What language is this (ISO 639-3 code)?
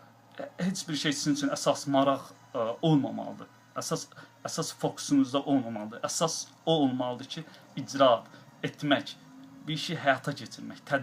aze